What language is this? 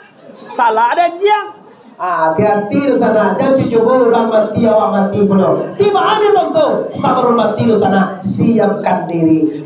Minangkabau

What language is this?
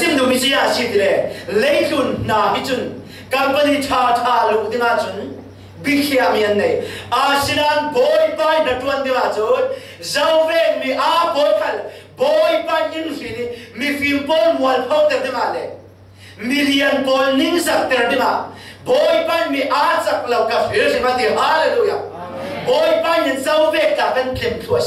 Falam Chin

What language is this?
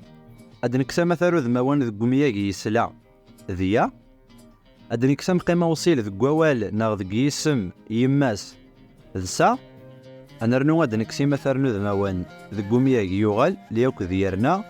Kabyle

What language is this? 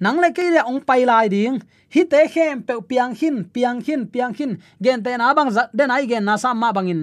Tedim Chin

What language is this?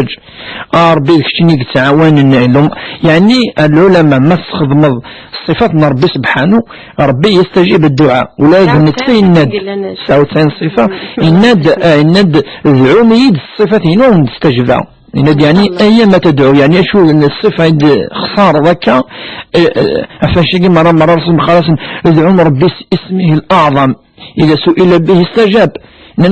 Kabyle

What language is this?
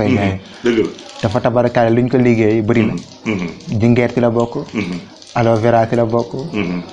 Wolof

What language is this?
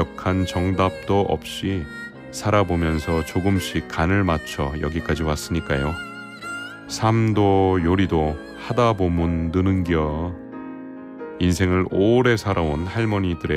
Korean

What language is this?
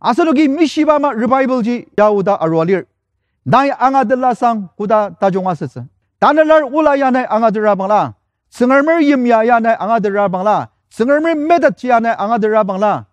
Ao Naga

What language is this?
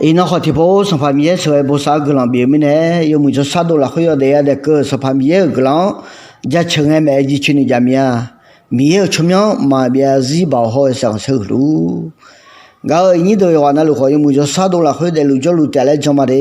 Akha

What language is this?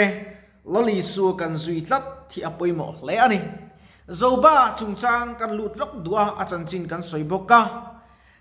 Mizo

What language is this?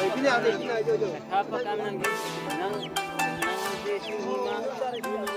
Karbi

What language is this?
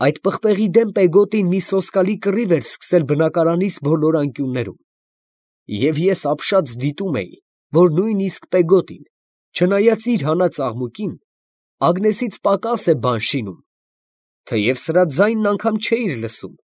Armenian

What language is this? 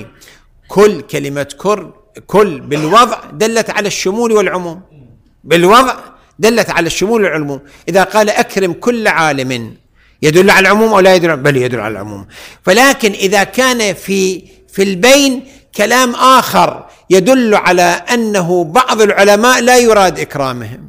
Arabic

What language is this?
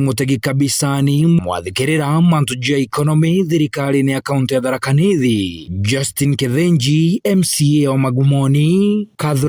Meru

